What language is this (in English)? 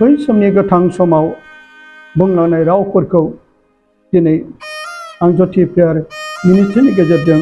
Bodo